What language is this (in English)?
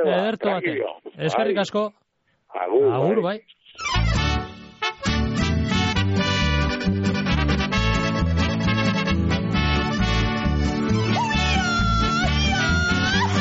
Basque